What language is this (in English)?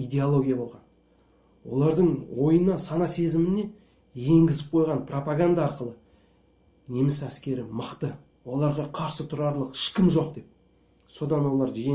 Kazakh